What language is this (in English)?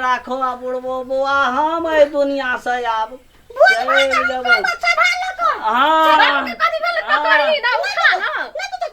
Maithili